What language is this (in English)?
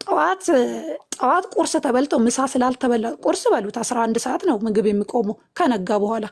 Amharic